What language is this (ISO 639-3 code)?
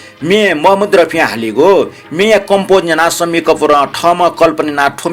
new